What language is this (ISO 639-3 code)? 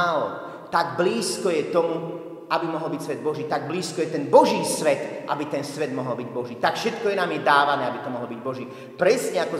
slk